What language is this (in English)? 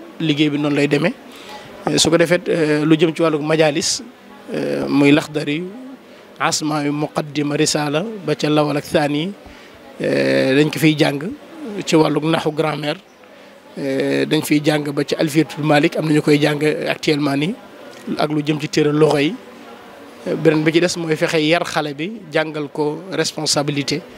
Wolof